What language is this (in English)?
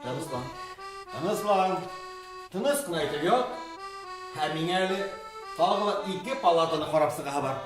Bashkir